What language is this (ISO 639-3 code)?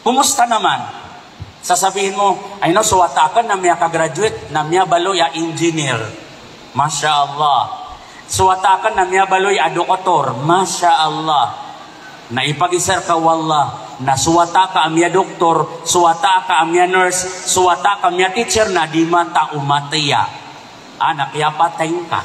mrw